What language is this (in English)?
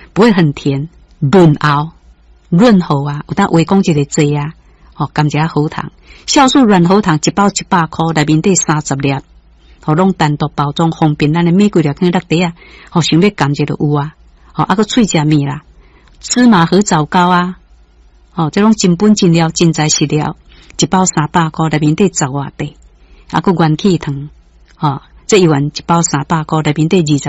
Min Nan Chinese